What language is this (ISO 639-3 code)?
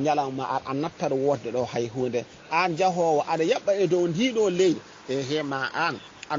ful